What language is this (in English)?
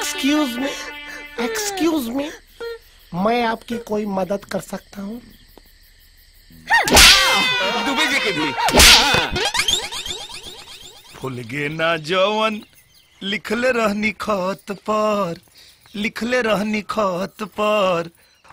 Bhojpuri